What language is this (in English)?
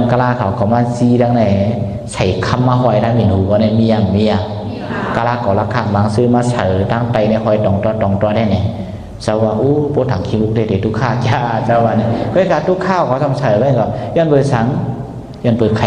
Shan